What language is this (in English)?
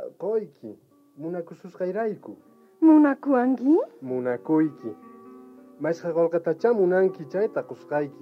South Bolivian Quechua